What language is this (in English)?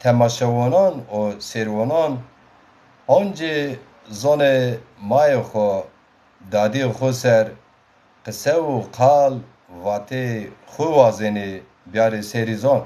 Zaza